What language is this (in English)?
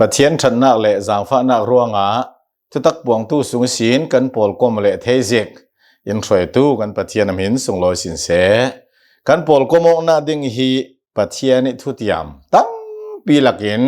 Hakha Chin